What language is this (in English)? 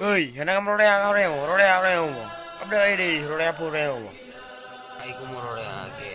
Achinese